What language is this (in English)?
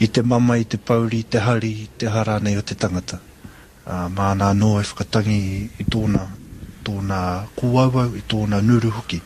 Māori